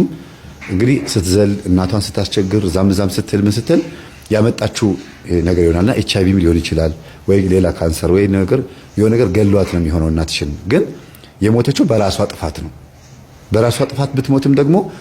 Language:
Amharic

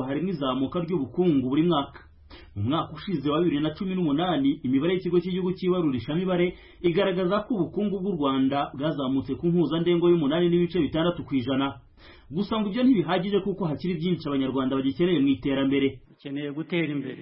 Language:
Kinyarwanda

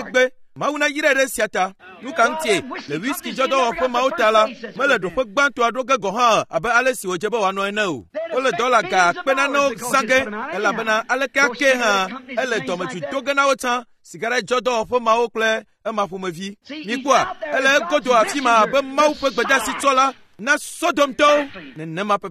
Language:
Ewe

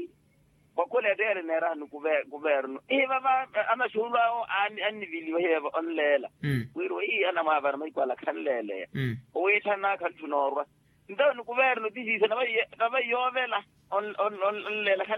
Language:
Makhuwa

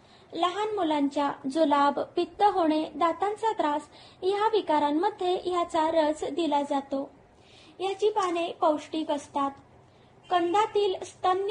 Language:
Marathi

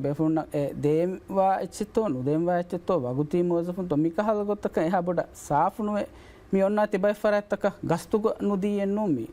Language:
Divehi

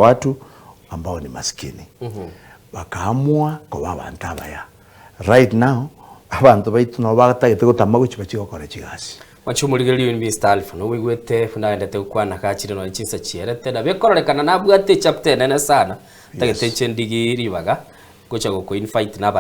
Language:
Gusii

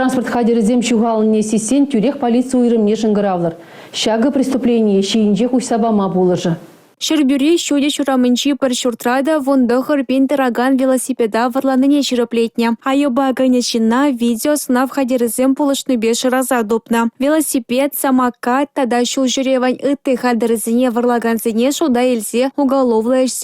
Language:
Chuvash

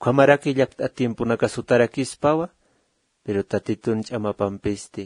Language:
Aymara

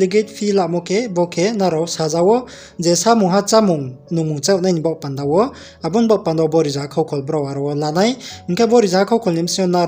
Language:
Riang (India)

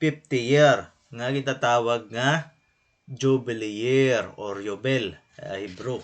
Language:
Waray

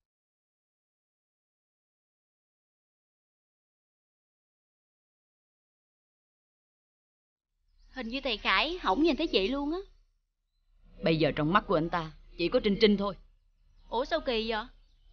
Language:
Vietnamese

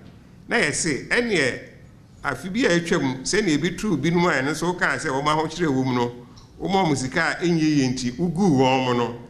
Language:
Akan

